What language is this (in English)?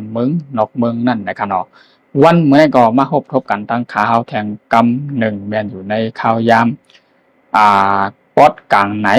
Shan